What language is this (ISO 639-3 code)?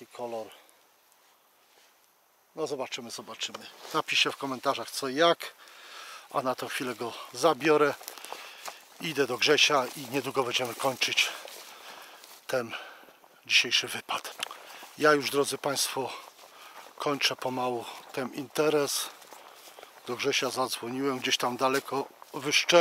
pol